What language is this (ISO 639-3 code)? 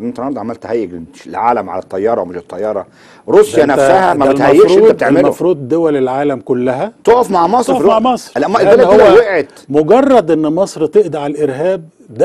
arz